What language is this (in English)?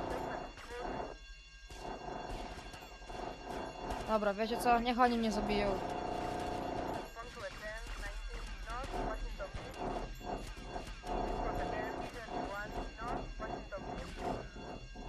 Polish